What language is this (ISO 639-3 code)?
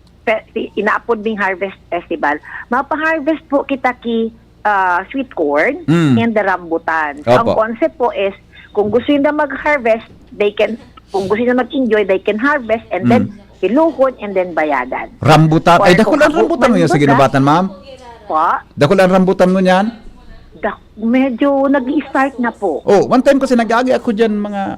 bik